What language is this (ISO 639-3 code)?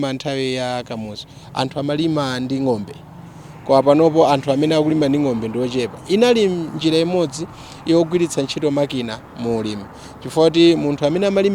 nya